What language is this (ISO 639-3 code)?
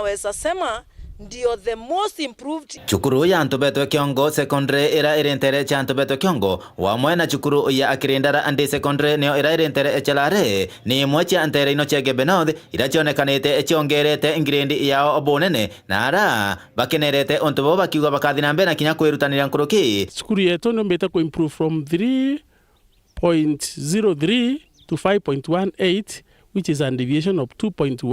mer